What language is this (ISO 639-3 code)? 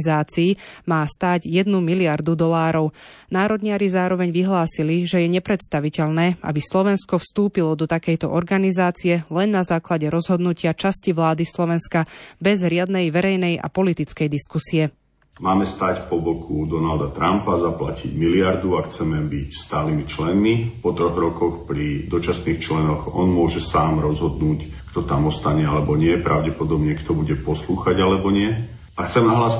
slk